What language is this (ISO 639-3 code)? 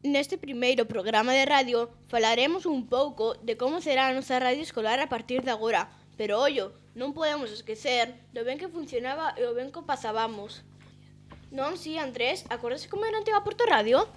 glg